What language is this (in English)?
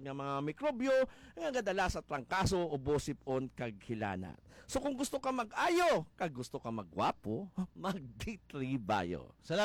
Hiligaynon